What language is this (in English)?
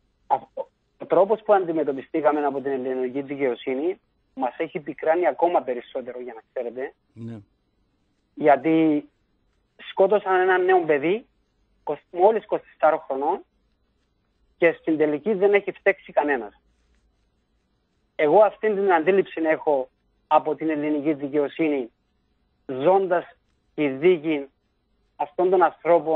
Greek